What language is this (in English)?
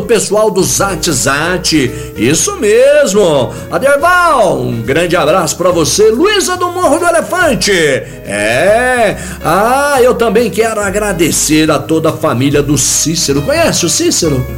Portuguese